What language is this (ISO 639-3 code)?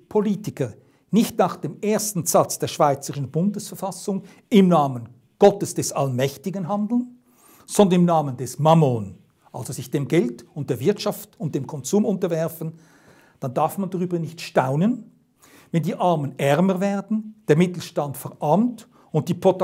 gsw